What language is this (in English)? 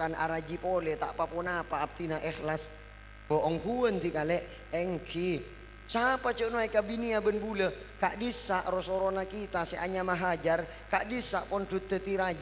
Madurese